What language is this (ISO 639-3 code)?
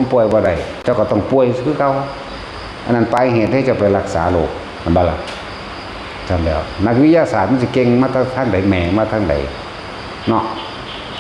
tts